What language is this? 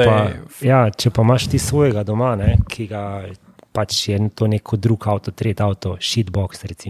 Slovenian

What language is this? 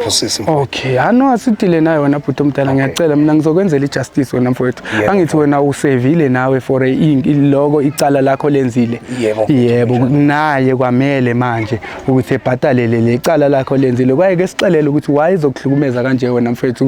Zulu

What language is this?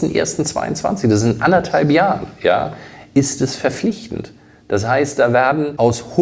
German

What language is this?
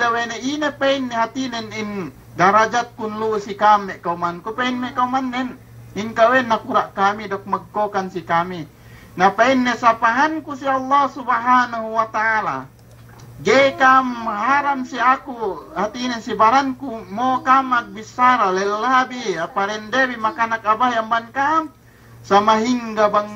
Yakan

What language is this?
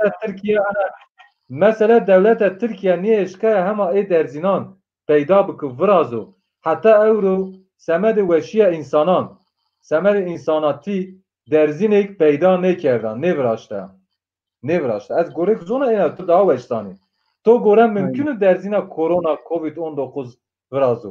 Zaza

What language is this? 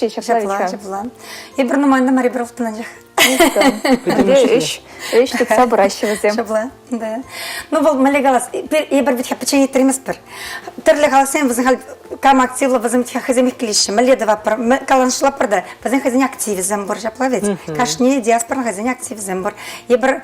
Chuvash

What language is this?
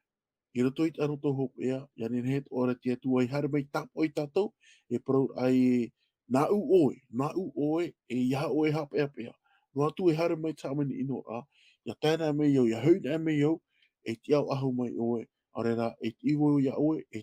Tahitian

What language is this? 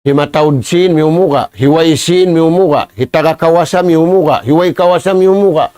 Tausug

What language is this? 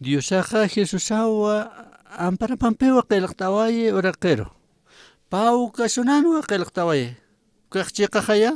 Aymara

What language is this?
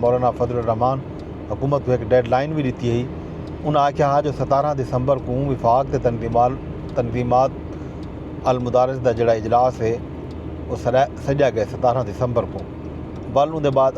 Saraiki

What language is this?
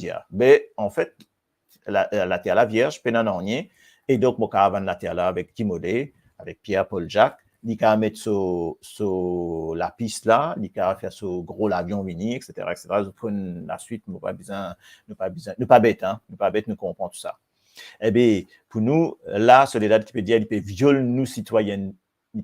Morisyen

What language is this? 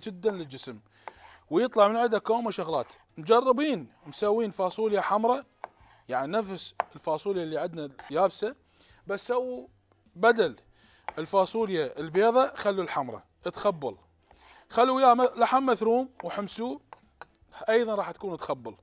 Mesopotamian Arabic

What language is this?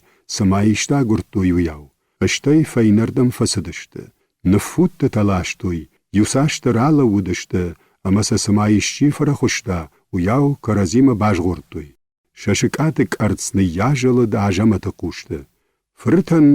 Ossetic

